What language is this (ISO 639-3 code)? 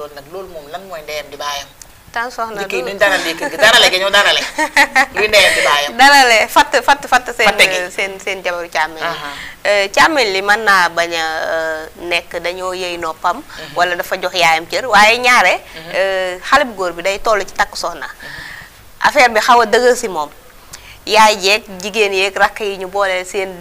wol